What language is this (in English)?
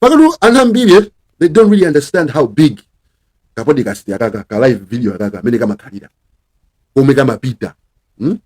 Nyanja